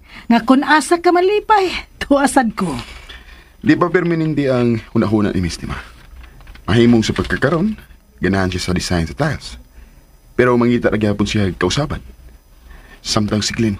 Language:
Cebuano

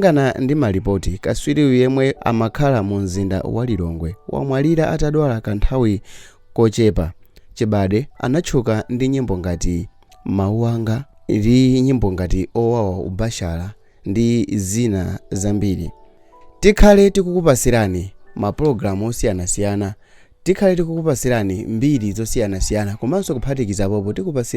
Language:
Nyanja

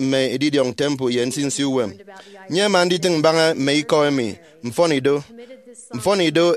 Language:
Efik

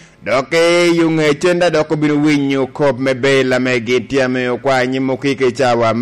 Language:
Lango (Uganda)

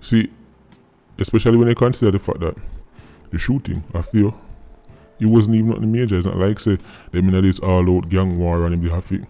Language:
Jamaican Creole English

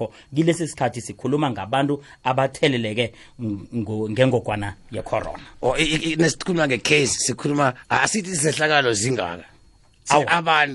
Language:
South Ndebele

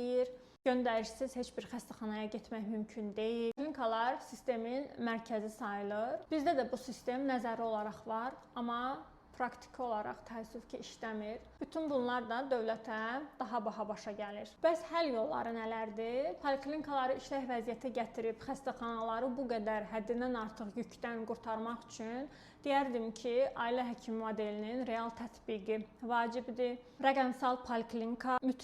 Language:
Azerbaijani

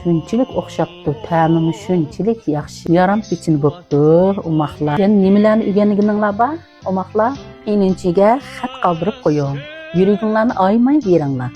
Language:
Uyghur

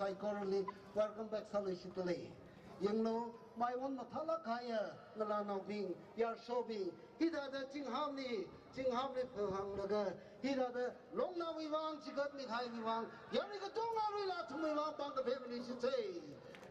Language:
Tangkhul Naga (India)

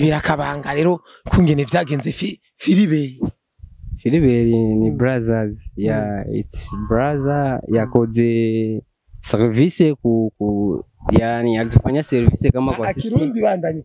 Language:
Rundi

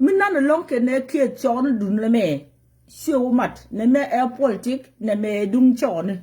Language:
Nuer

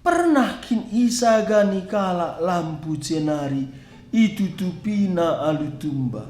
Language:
Batak Karo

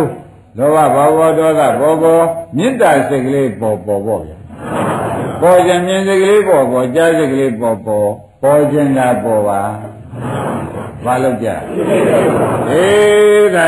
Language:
Burmese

